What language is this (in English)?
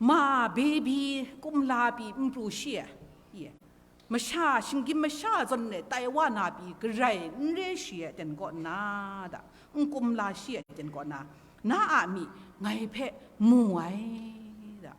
Kachin